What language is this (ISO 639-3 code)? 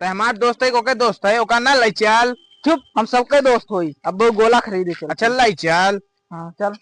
awa